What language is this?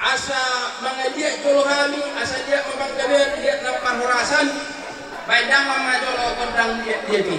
Batak Toba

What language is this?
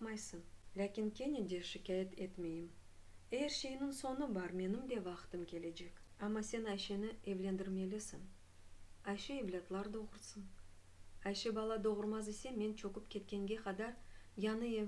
Crimean Tatar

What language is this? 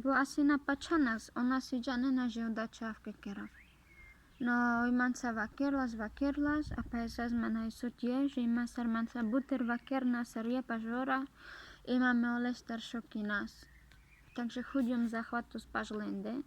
Carpathian Romani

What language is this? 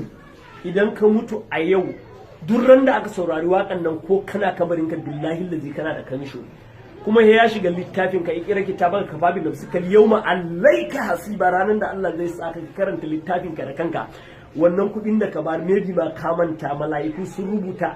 Hausa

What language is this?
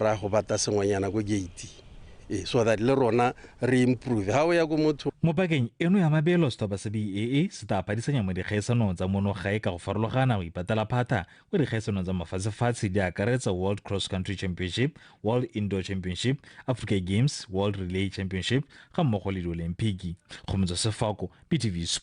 Tswana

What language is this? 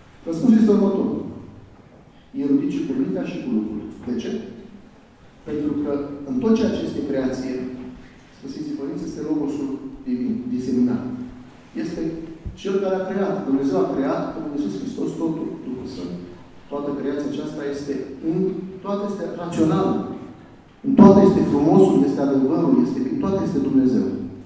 Romanian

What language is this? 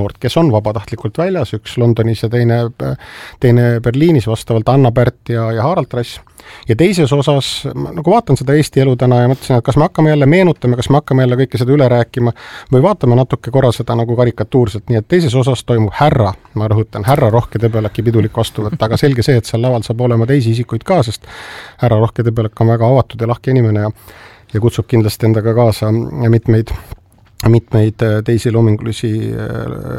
Estonian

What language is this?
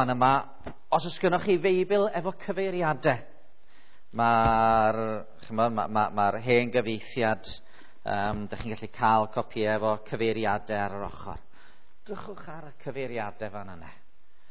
Welsh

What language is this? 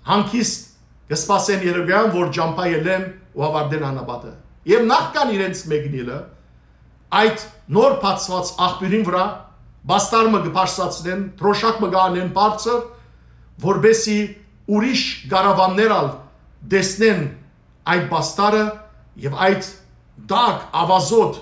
Western Armenian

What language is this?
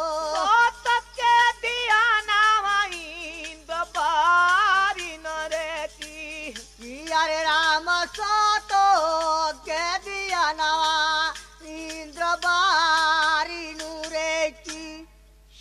Bhojpuri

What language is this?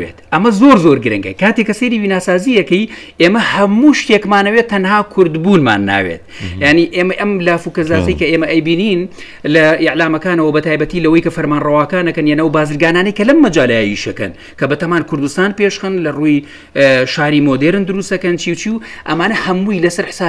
Central Kurdish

